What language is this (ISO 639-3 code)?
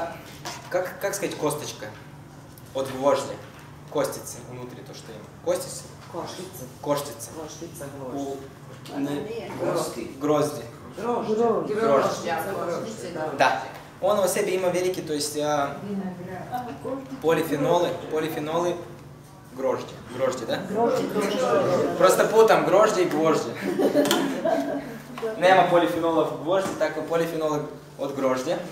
srp